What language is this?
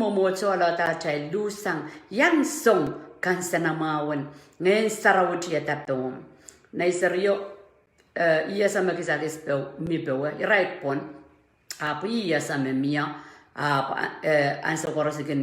Pohnpeian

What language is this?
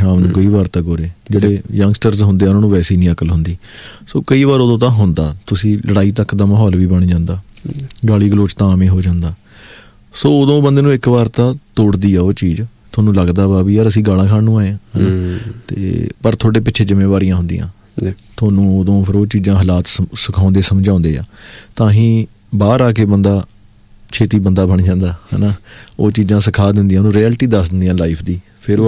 Punjabi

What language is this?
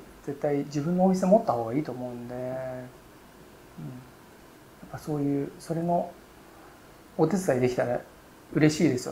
Japanese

